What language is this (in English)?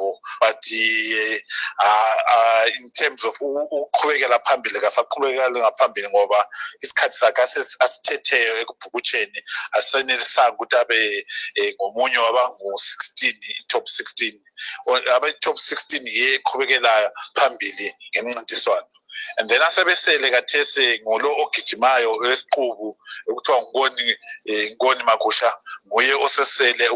North Ndebele